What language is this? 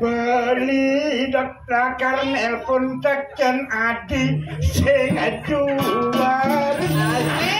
Balinese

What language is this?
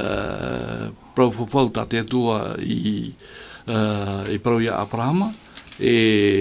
Tahitian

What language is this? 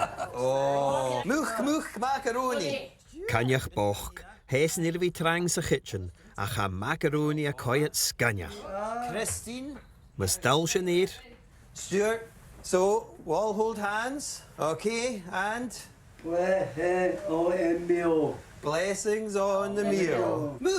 Scottish Gaelic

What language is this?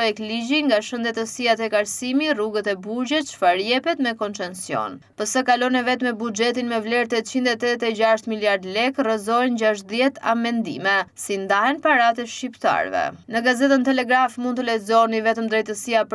Albanian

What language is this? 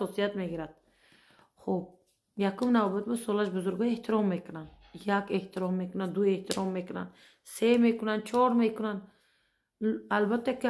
Tajik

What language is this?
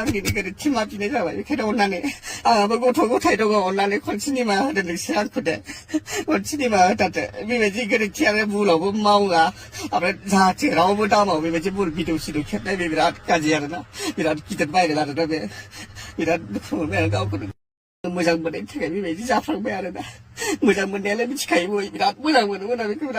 Bodo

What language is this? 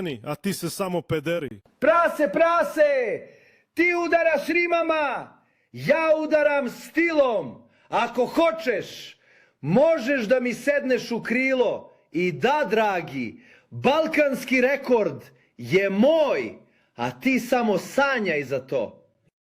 Serbian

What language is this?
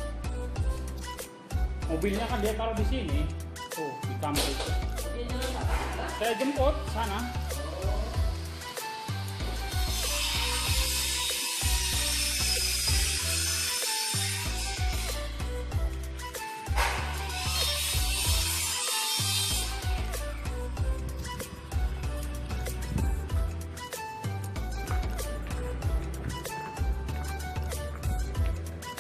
Indonesian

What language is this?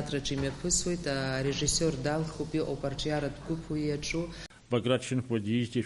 Abkhazian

